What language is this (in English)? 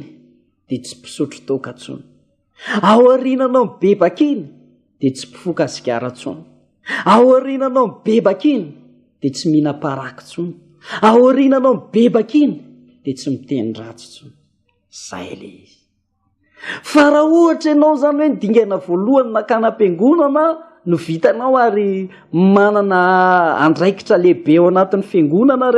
Malagasy